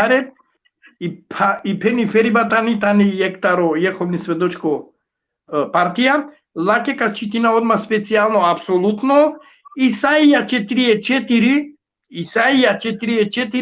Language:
Balkan Romani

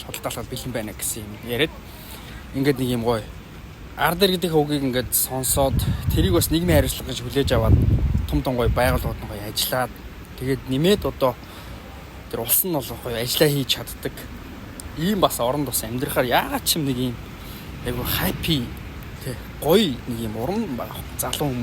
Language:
Mongolian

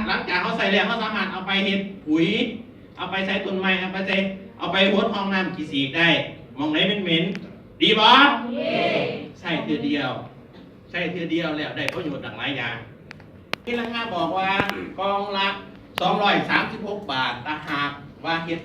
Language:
Lao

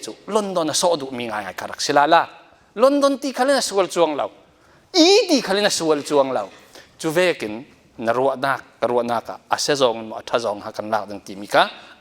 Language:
Falam Chin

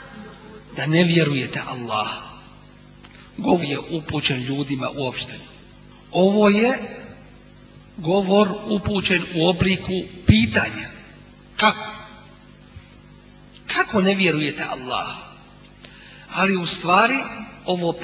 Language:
Bosnian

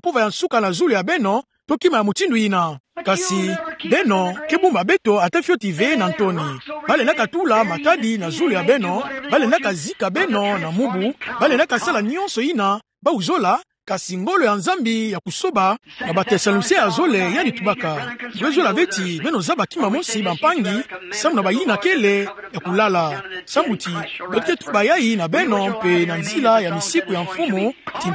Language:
Kituba (Democratic Republic of Congo)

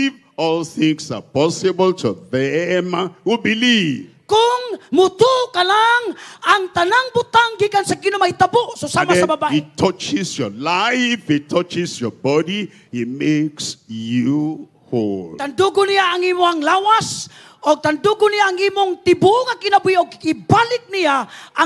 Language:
Cebuano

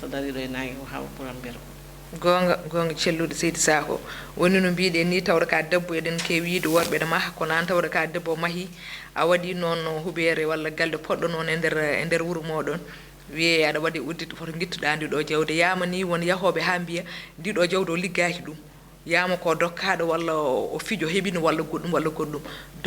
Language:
Fula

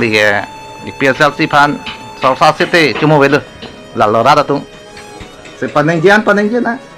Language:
Karbi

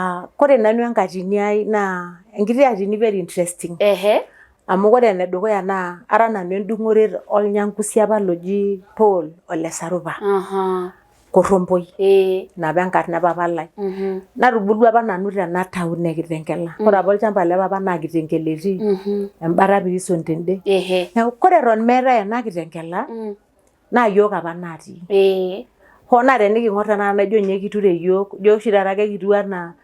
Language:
Masai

